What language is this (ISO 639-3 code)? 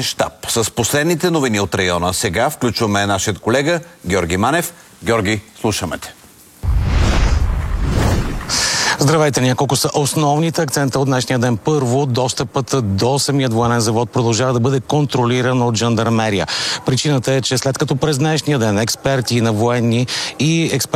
bul